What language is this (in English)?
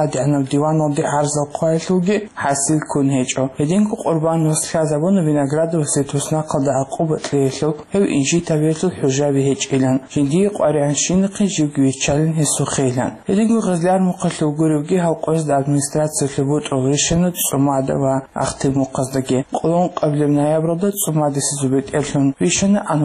Avaric